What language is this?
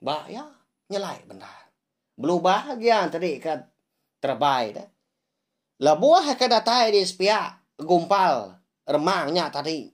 Iban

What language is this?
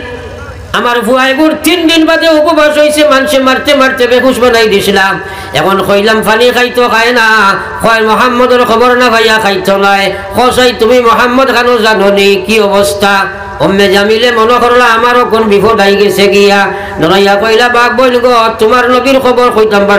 Sylheti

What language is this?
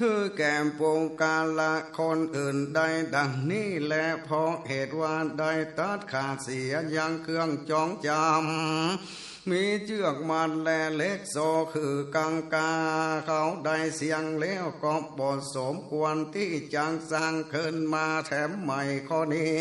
Northern Thai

